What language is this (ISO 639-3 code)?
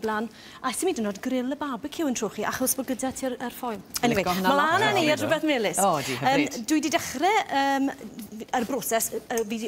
cym